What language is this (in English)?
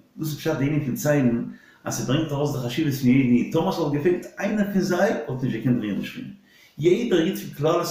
Yiddish